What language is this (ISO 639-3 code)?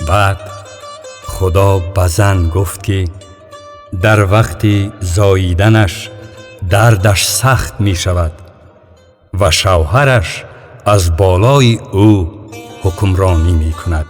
tgk